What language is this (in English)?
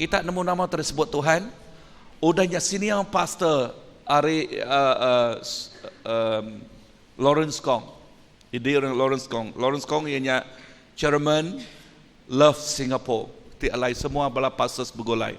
Iban